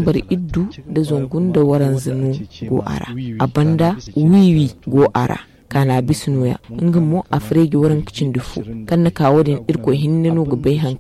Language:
Zarma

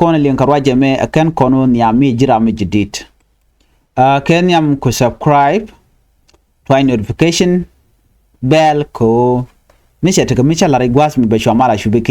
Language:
Nuer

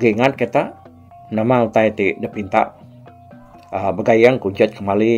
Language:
Iban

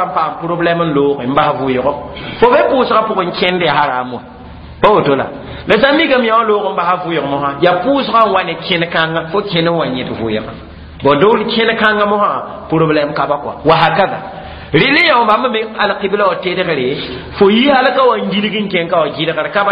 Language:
Mossi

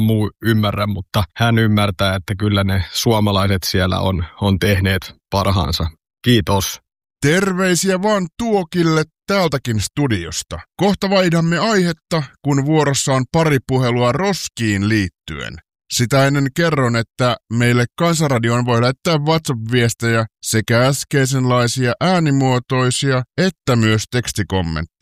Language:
Finnish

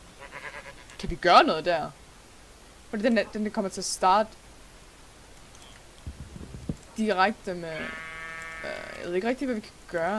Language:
Danish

